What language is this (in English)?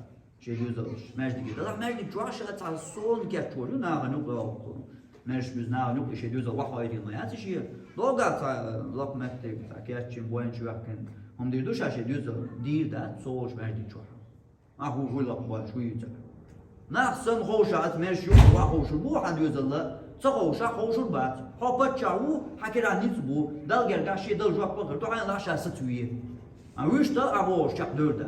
Chechen